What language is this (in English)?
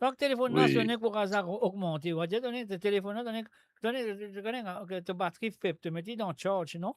Morisyen